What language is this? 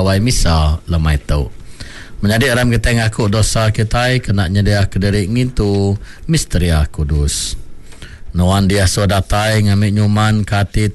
Iban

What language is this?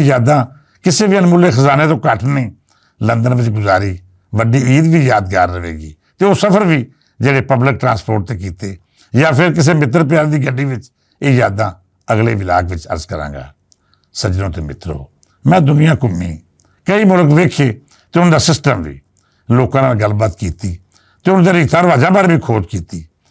Western Panjabi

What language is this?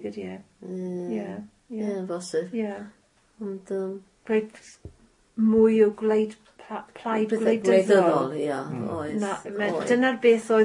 Welsh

